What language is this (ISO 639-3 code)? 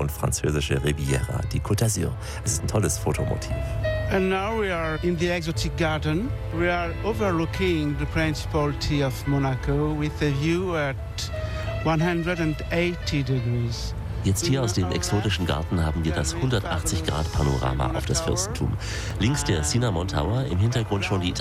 deu